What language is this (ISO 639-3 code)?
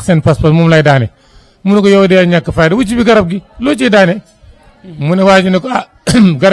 wol